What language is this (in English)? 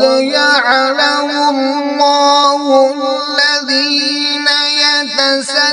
Kashmiri